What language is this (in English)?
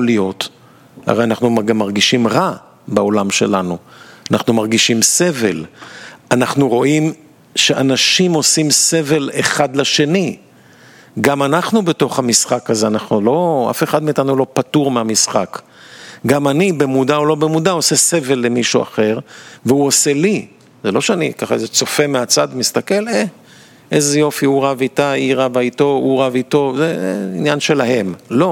Hebrew